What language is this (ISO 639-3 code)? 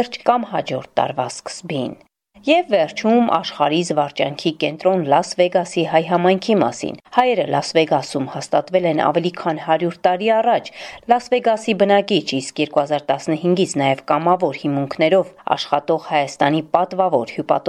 hye